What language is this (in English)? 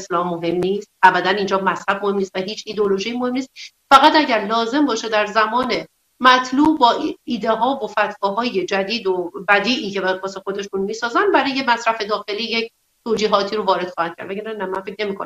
Persian